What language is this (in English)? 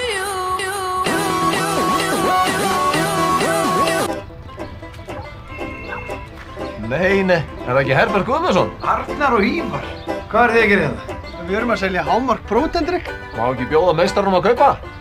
Icelandic